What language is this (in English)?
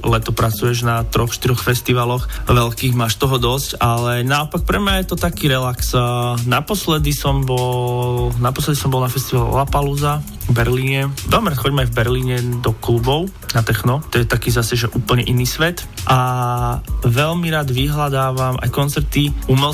Slovak